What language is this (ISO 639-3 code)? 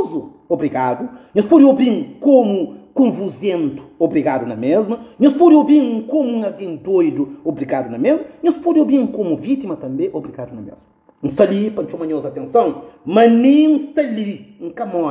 kea